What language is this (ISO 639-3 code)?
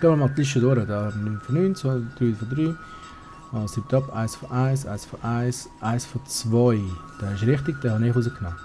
gsw